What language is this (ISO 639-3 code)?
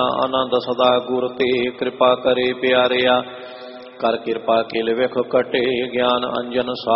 pan